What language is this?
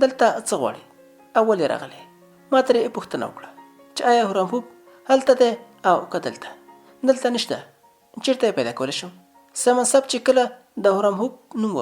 Pashto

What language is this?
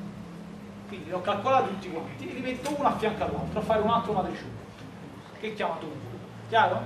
Italian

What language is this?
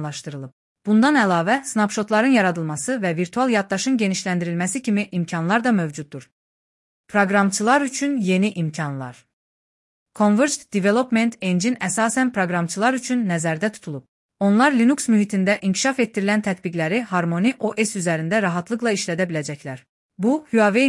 Azerbaijani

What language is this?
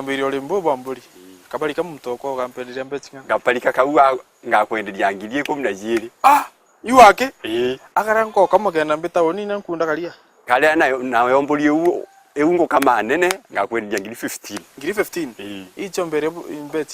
Meru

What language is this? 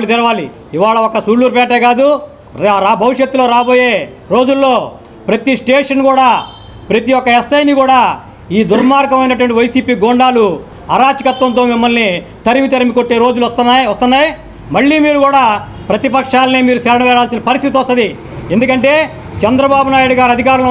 Telugu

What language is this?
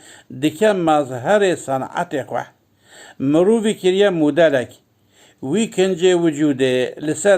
Kurdish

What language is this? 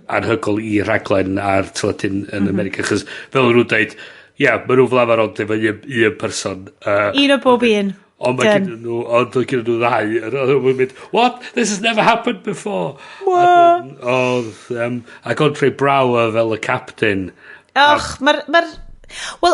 Welsh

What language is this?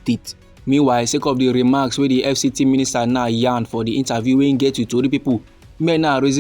Nigerian Pidgin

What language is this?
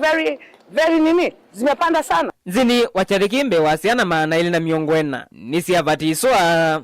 Kamba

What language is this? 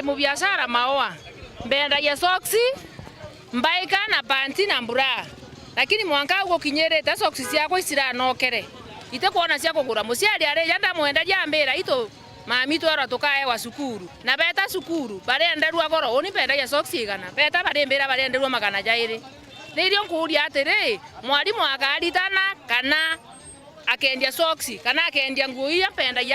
Meru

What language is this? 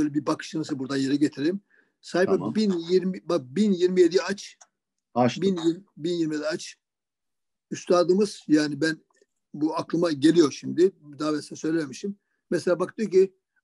Turkish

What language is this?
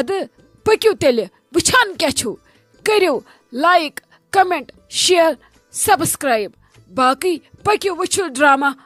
Kashmiri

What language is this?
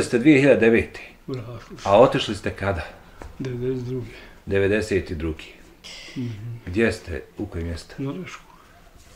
Bosnian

